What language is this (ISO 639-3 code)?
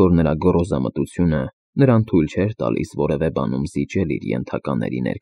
hye